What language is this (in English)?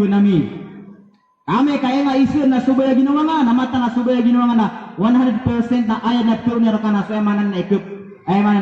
Maranao